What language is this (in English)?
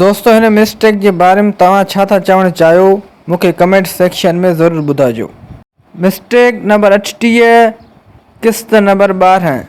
Sindhi